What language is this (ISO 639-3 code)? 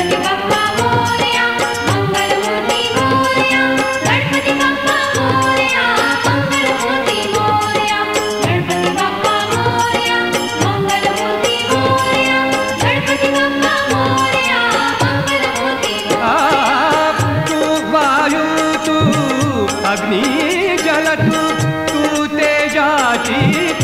mar